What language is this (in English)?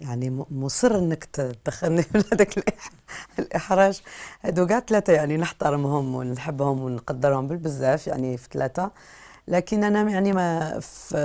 Algerian Arabic